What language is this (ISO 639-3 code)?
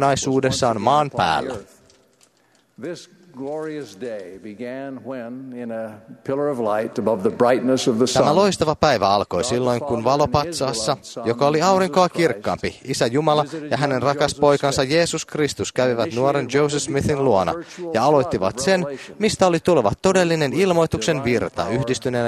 fin